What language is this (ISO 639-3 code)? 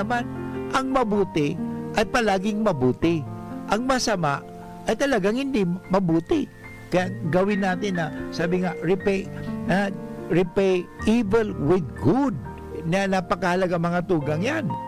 bik